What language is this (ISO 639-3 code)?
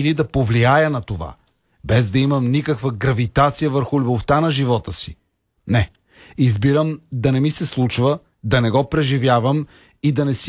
bul